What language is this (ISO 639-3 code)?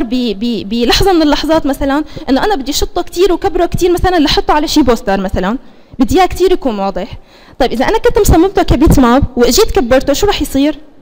apc